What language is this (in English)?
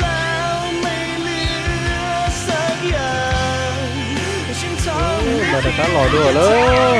Hmong